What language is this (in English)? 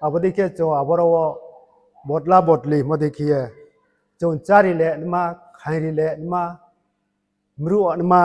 Riang (India)